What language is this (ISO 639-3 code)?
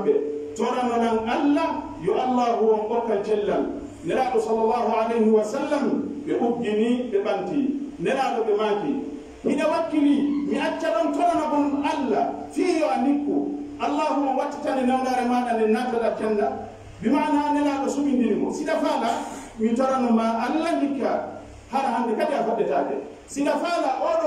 fuf